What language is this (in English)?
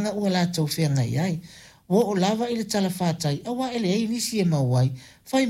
Samoan